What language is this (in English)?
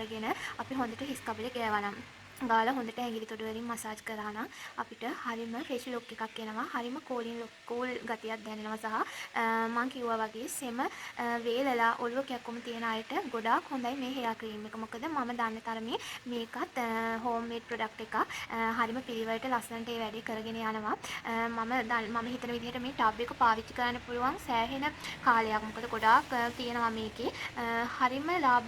Sinhala